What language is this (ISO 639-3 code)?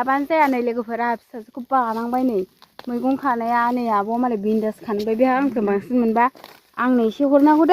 brx